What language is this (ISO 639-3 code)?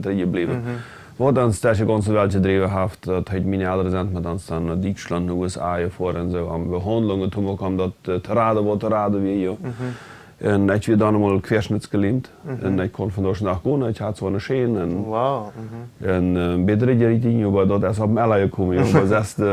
pdt